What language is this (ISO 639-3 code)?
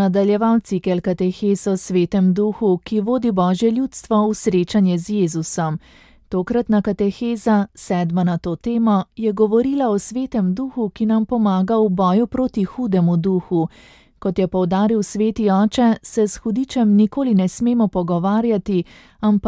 slv